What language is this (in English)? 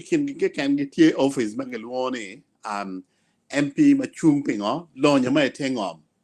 Acoli